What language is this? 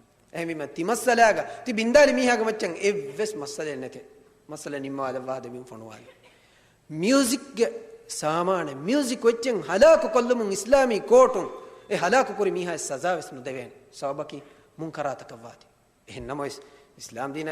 Divehi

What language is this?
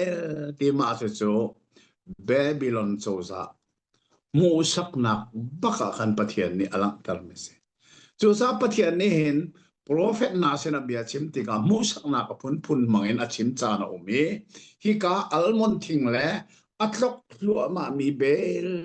Hakha Chin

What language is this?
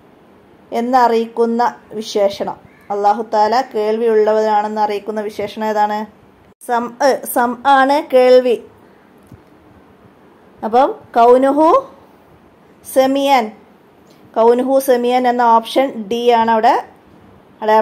Malayalam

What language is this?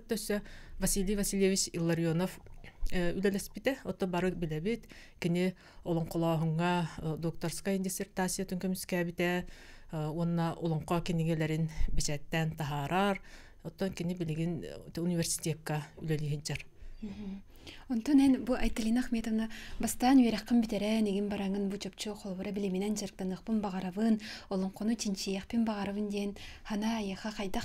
Yakut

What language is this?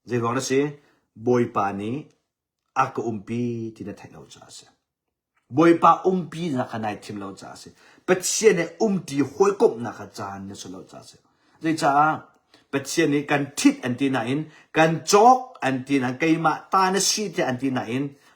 Hakha Chin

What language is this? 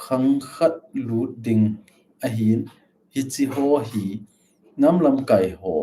Thado Chin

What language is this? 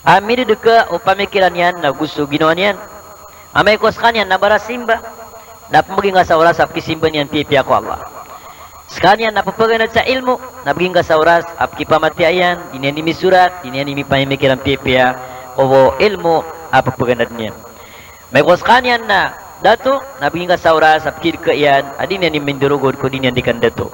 Maranao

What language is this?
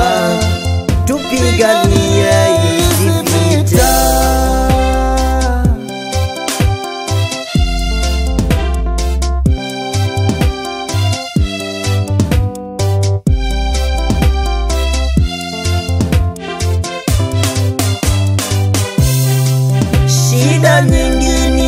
Swahili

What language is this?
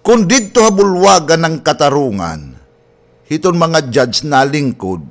Waray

